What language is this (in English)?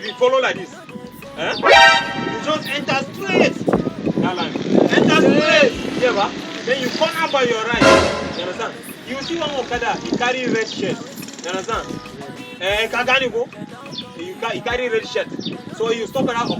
Nigerian Pidgin